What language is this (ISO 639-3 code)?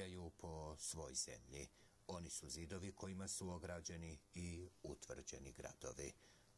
srp